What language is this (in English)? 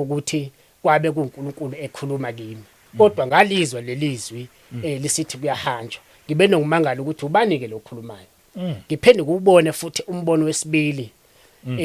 Zulu